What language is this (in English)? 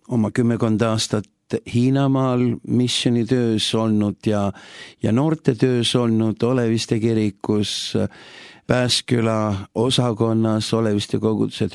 Estonian